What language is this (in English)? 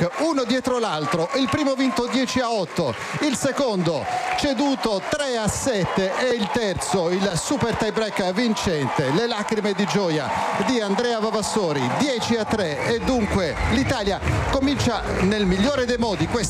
Italian